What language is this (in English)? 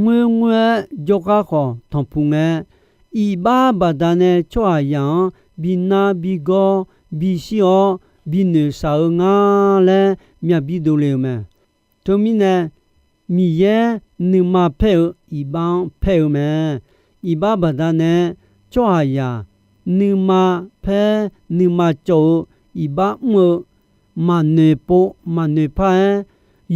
Akha